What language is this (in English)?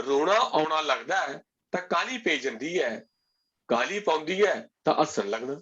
Dogri